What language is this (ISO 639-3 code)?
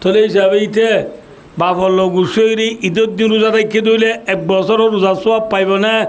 rhg